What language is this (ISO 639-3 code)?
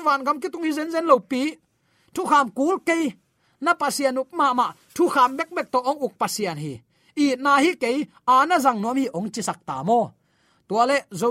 ctd